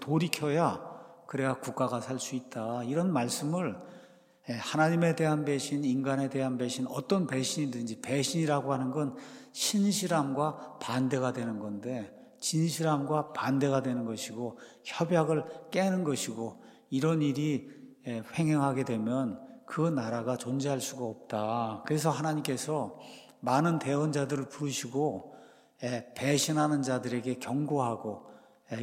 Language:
Korean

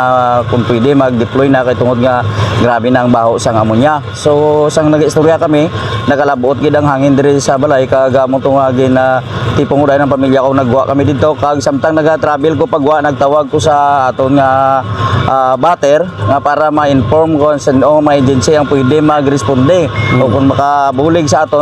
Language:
Hiligaynon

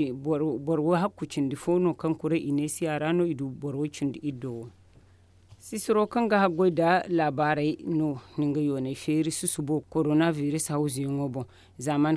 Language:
Zarma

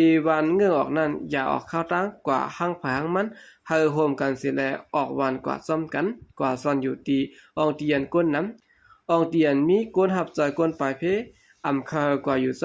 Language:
Shan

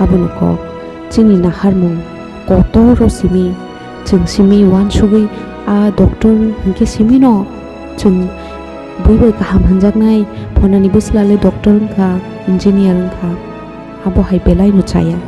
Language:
Kok Borok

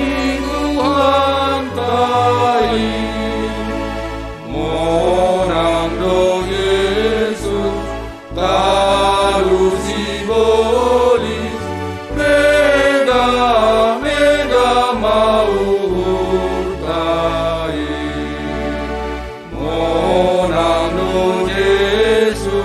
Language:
Batak Simalungun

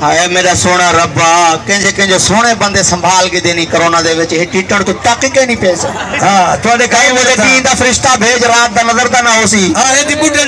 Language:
Saraiki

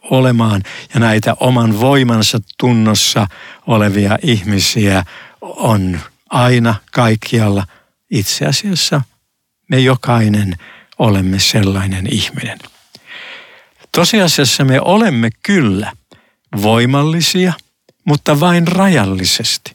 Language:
Finnish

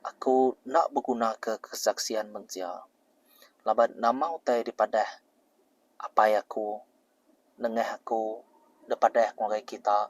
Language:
Iban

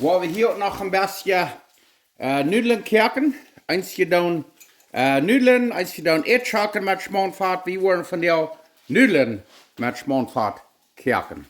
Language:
Plautdietsch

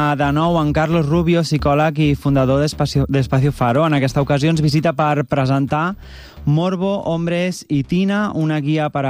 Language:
Catalan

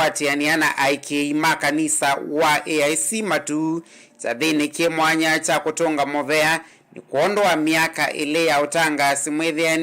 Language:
Kamba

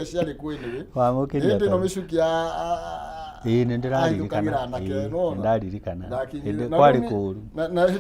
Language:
Kikuyu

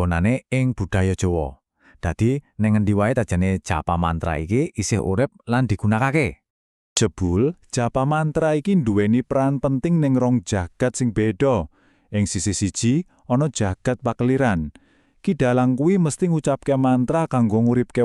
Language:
Javanese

